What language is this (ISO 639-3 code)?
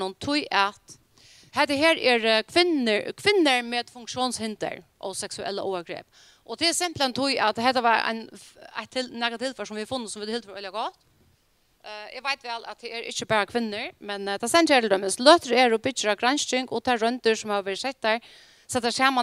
fao